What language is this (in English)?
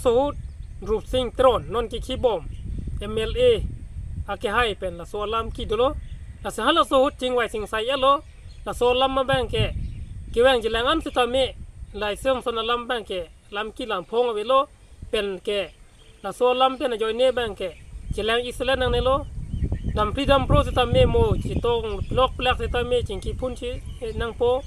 Karbi